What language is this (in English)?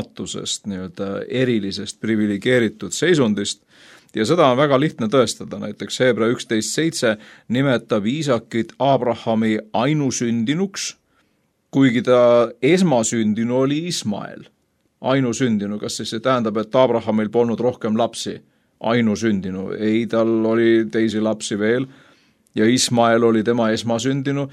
Estonian